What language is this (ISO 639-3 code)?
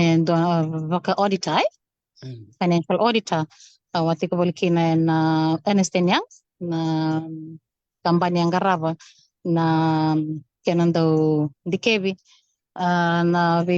fij